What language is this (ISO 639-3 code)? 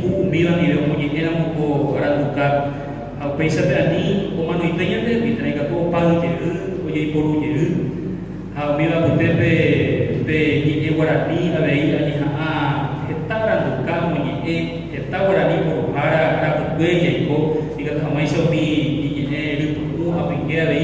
grn